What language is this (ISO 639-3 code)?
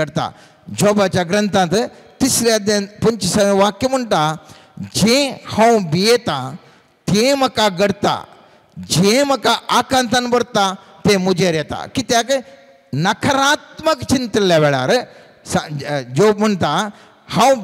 kok